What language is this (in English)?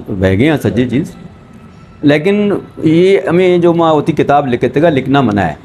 Eastern Balochi